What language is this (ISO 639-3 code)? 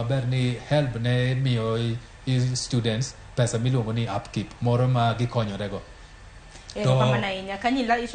luo